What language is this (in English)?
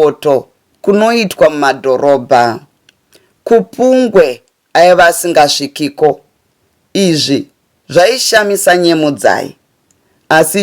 Shona